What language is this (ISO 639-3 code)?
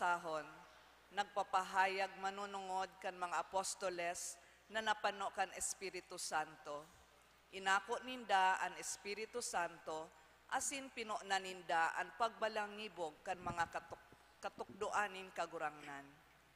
bik